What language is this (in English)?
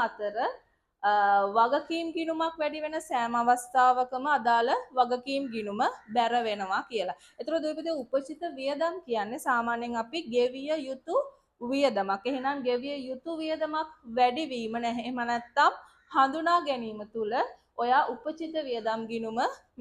Sinhala